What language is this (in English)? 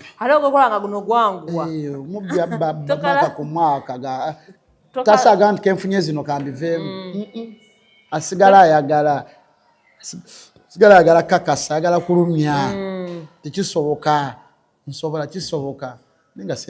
Ganda